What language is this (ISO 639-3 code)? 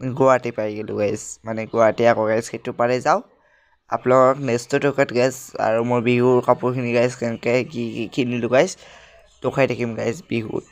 asm